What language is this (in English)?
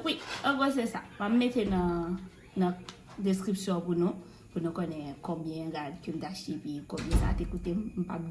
Haitian Creole